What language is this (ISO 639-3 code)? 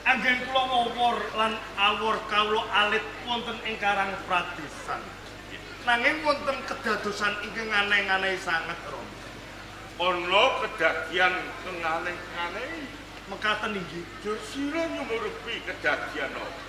jav